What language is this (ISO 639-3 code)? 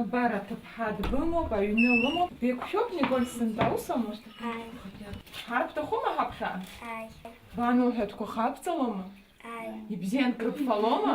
abk